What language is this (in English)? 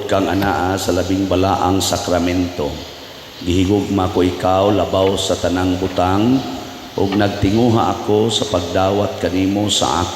Cebuano